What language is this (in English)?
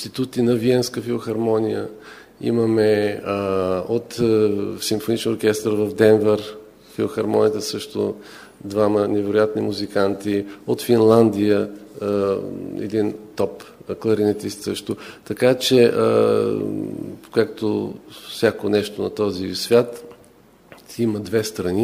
Bulgarian